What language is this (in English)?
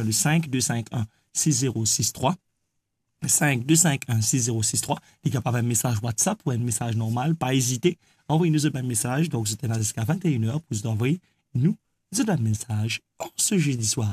Morisyen